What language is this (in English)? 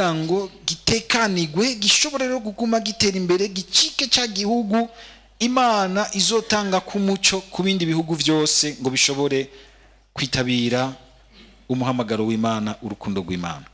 Rundi